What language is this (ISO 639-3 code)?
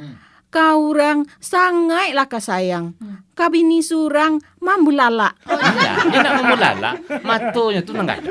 min